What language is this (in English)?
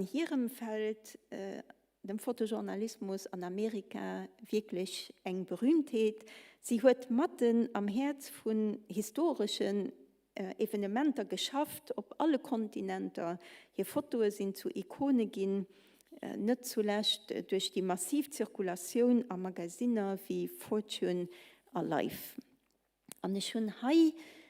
Luxembourgish